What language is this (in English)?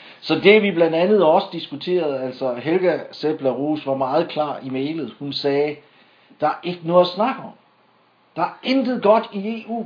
Danish